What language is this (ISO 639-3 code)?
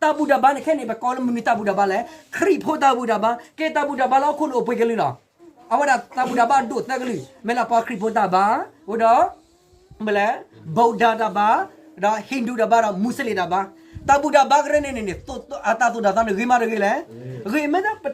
ksw